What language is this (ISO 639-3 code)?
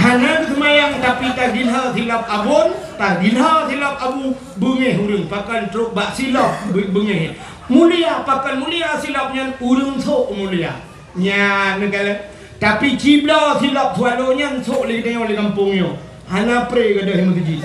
ace